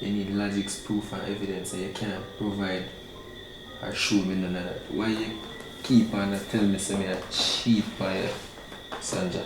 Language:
Jamaican Creole English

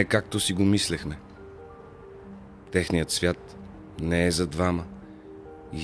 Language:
Bulgarian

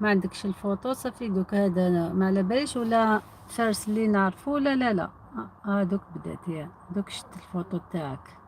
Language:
Algerian Arabic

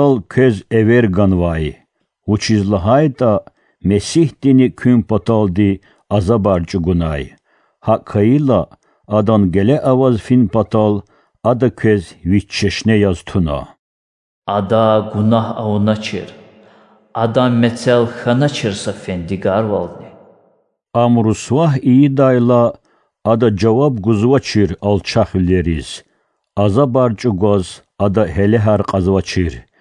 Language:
Lezghian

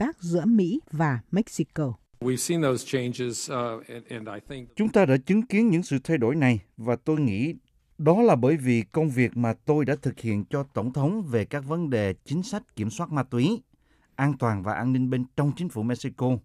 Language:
Vietnamese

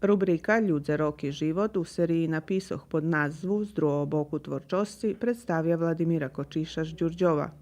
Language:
Rusyn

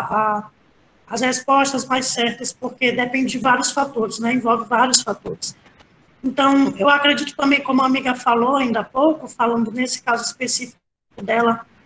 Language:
Portuguese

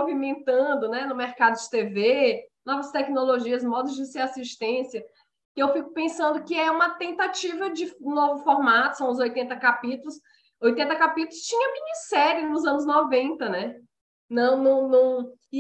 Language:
Portuguese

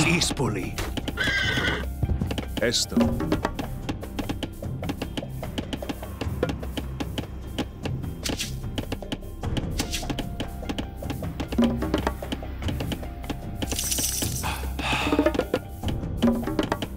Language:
Greek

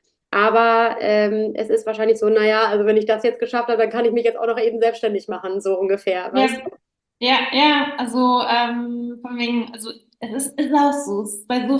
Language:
German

